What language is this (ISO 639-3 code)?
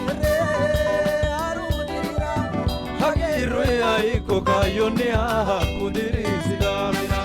sid